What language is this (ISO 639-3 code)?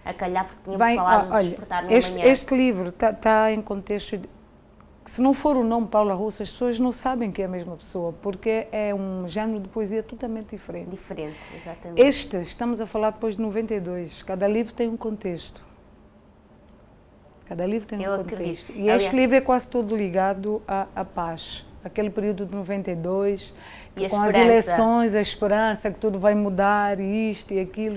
por